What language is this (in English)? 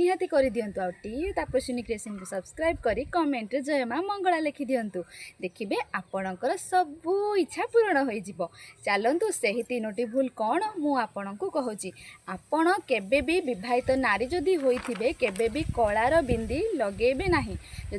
Odia